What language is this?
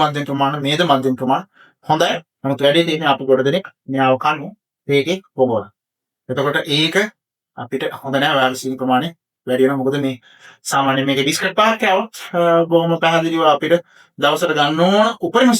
Sinhala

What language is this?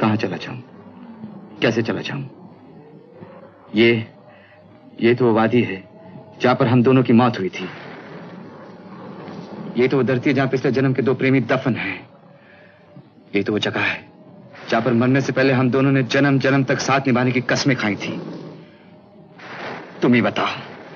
Hindi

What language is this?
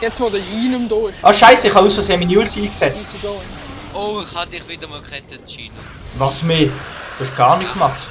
Swiss German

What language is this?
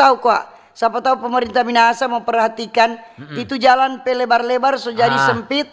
Manado Malay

